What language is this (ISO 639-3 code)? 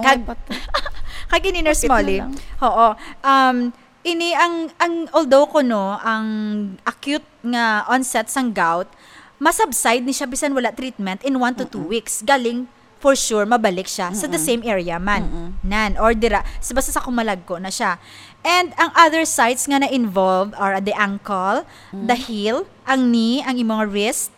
hil